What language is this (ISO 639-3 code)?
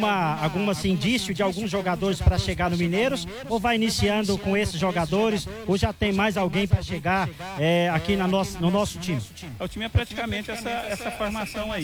por